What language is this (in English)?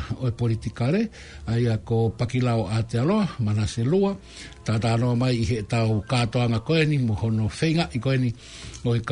Tongan